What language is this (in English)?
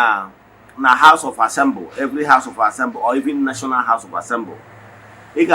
Igbo